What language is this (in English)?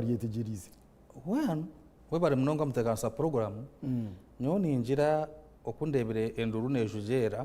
Nyankole